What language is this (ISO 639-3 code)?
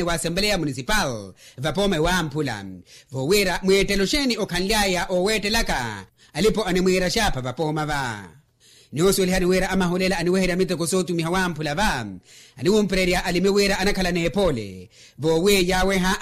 vmw